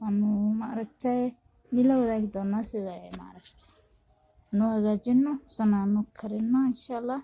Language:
Somali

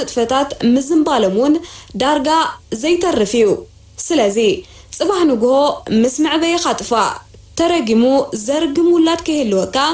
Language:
Tigrinya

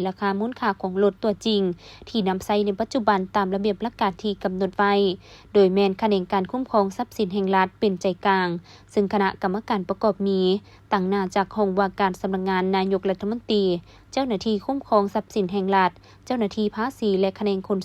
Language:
Lao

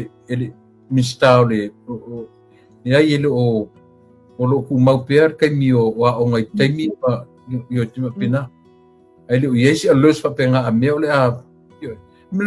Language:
Samoan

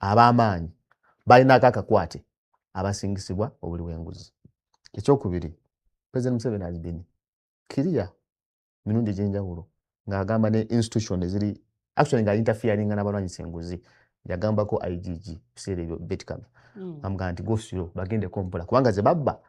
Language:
Ganda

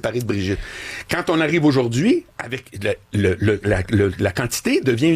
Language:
French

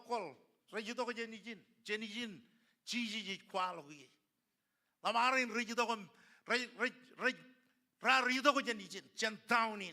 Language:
Marshallese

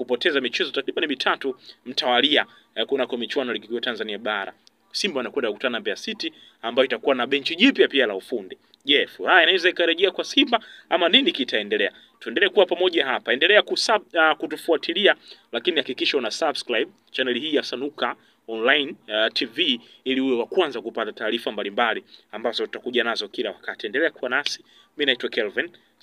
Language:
Swahili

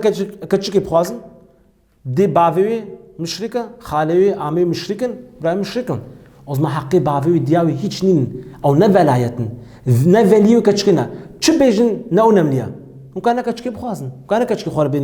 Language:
Kurdish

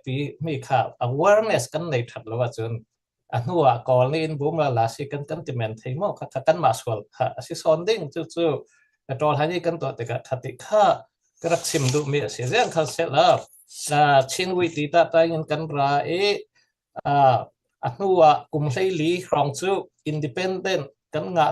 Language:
Falam Chin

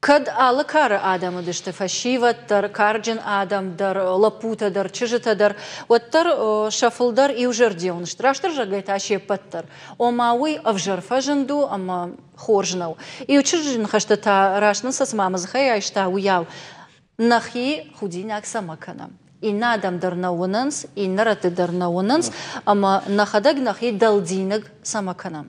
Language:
Ossetic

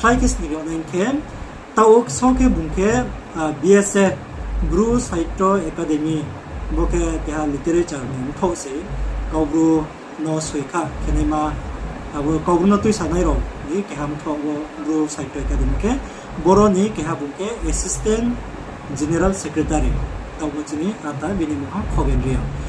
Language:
Riang (India)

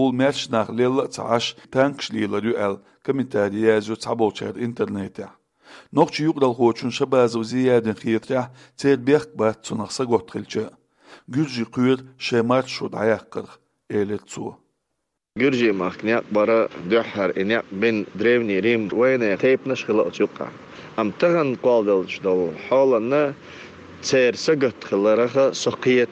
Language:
Chechen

